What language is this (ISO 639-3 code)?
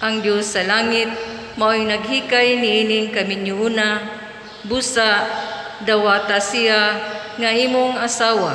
ceb